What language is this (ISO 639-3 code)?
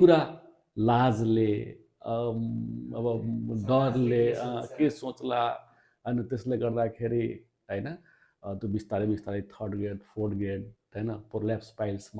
nep